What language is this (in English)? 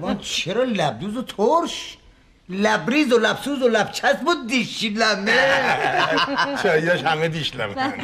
Persian